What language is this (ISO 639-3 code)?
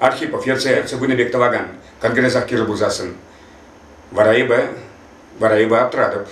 chv